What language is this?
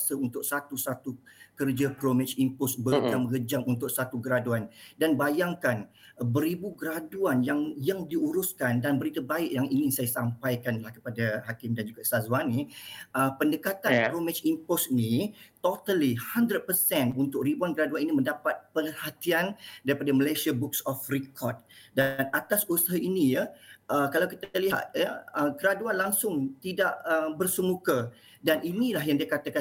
Malay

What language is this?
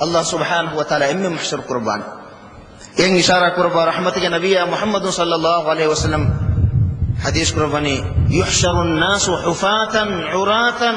Divehi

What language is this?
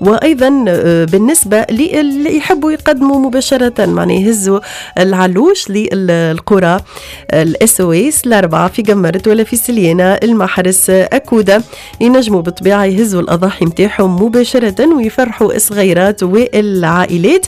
Tunisian Arabic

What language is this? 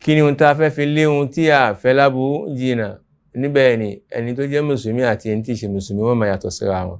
Yoruba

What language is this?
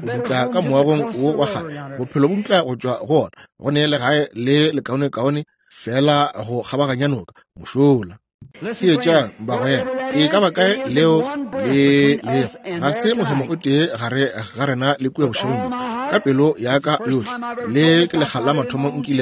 Northern Sotho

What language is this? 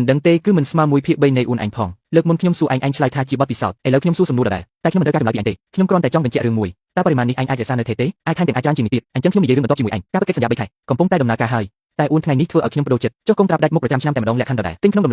Khmer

